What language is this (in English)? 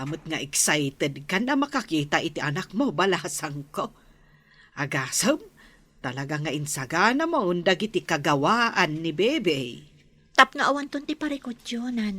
Iloko